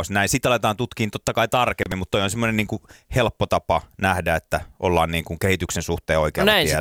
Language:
Finnish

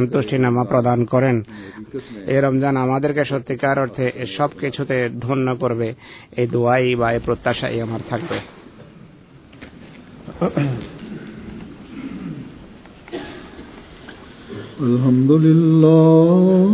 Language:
Bangla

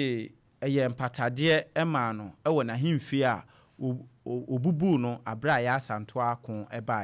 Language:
Akan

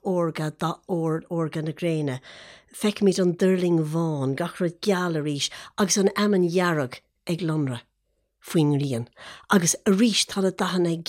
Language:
Irish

